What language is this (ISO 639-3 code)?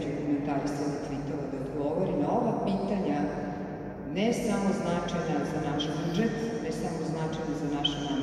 srp